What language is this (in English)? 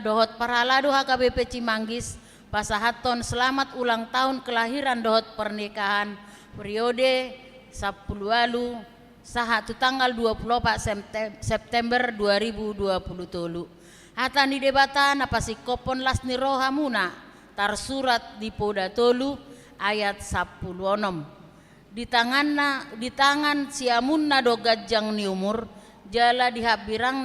Batak Toba